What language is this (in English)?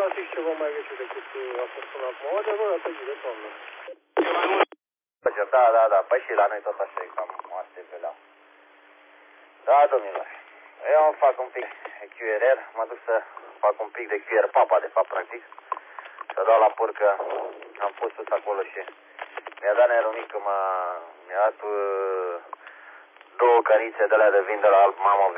Romanian